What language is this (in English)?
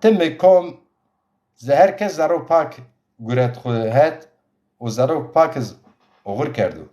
Zaza